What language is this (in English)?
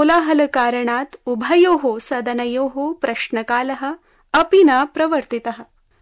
Sanskrit